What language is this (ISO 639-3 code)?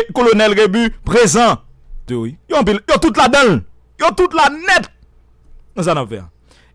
hat